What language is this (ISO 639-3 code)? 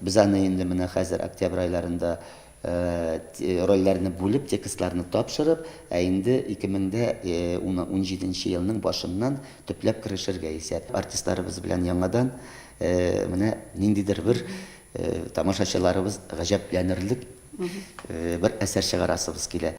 tat